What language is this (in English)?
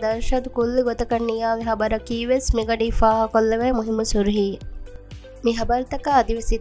Divehi